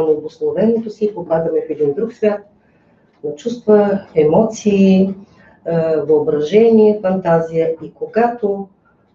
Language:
Bulgarian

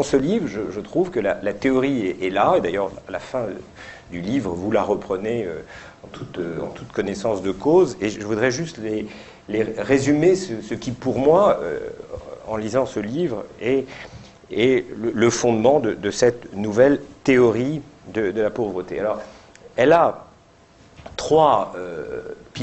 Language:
French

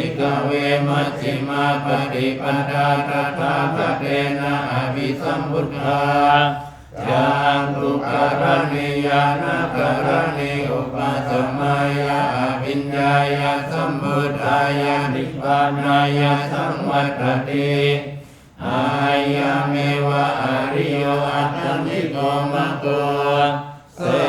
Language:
Pali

